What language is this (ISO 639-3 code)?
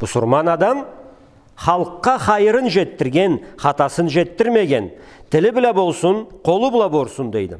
krc